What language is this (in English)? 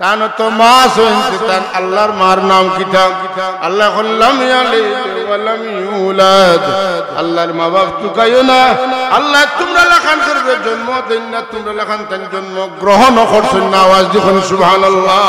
Sylheti